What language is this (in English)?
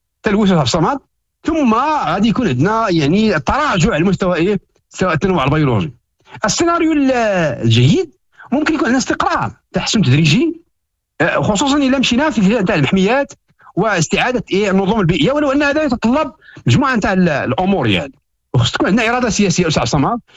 Moroccan Arabic